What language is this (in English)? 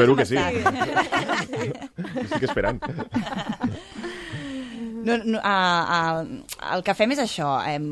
Catalan